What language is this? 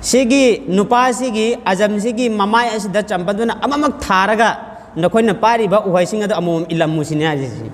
Manipuri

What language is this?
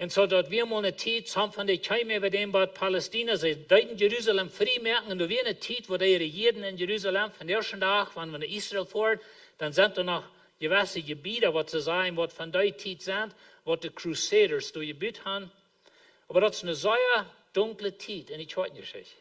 Plautdietsch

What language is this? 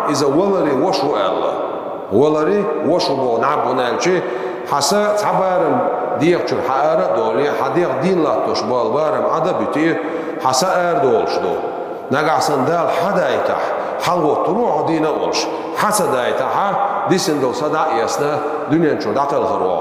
Chechen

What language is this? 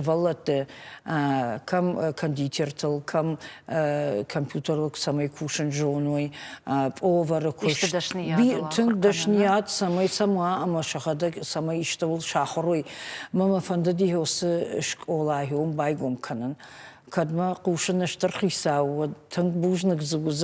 Ossetic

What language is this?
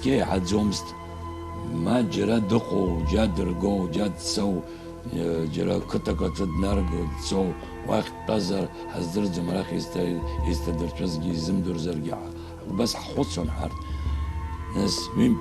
Abkhazian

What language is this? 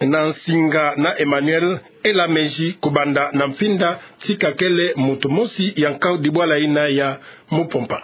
Kituba (Democratic Republic of Congo)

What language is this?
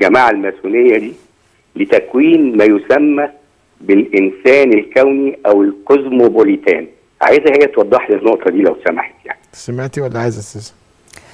Egyptian Arabic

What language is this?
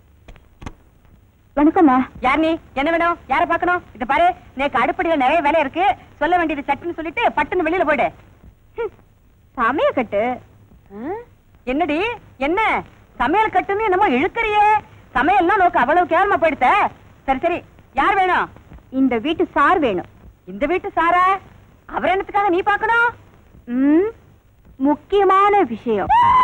Tamil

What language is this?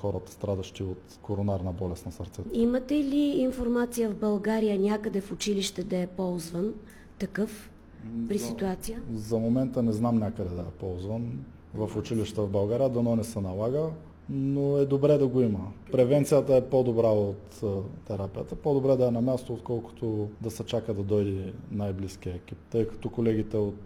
Bulgarian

